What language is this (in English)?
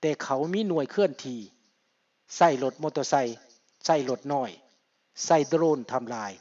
Lao